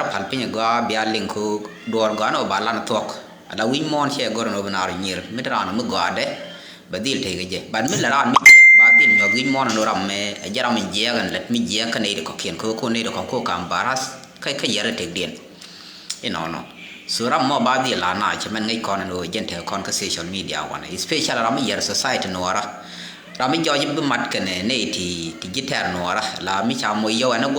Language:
Nuer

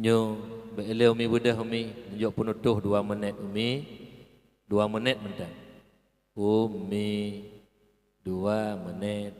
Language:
Achinese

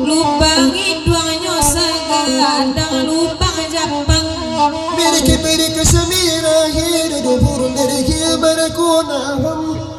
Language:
Minangkabau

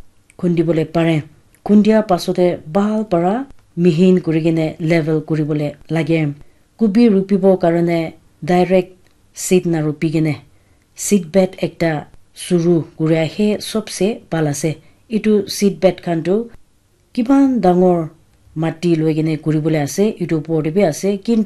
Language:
Naga Pidgin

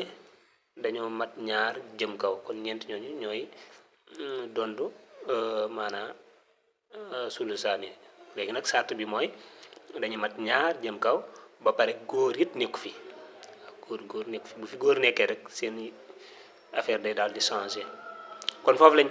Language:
Wolof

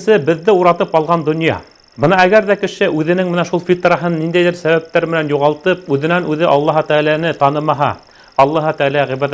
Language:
Bashkir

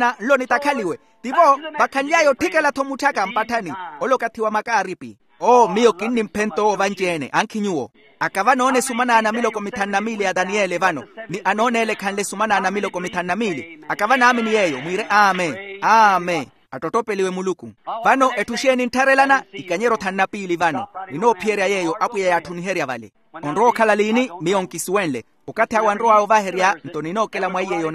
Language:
Makhuwa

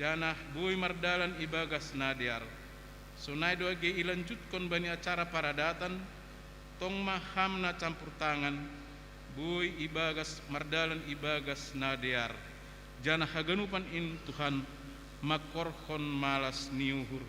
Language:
Batak Simalungun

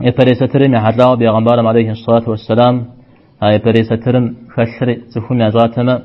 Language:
Kabardian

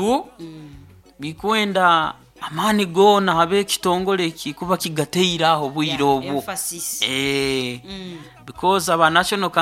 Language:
Nyoro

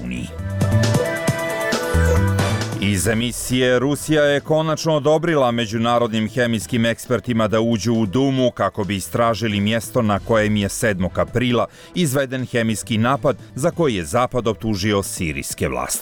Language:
Bosnian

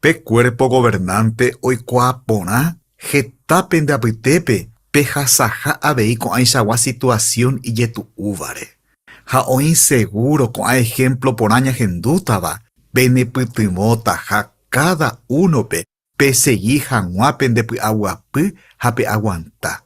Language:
Guarani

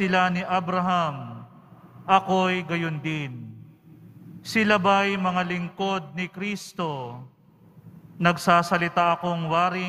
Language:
Filipino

